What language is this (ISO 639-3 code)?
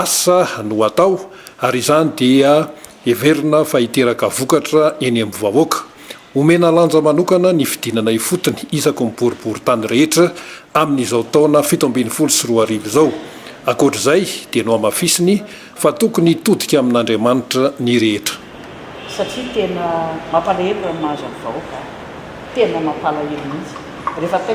mlg